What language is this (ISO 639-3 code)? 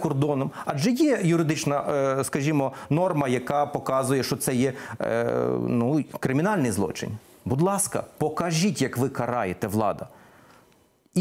ukr